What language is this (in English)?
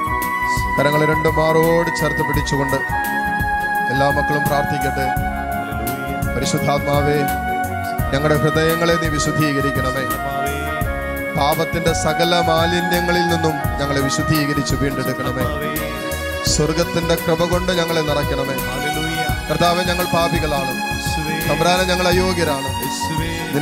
Malayalam